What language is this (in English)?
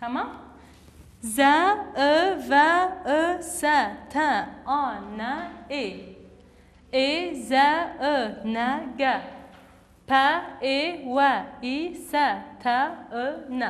Kurdish